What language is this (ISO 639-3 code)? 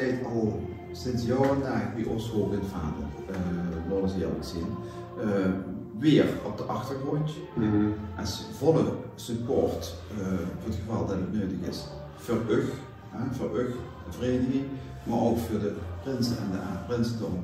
lim